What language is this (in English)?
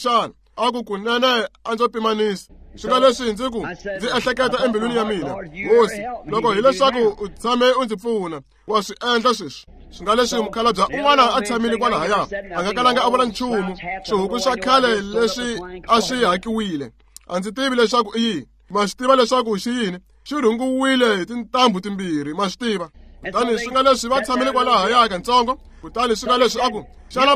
Tsonga